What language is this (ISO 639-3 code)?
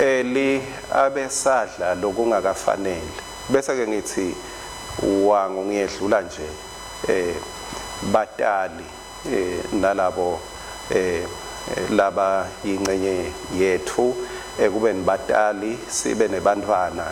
ssw